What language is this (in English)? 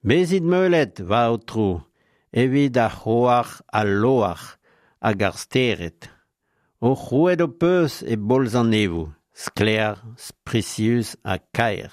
Breton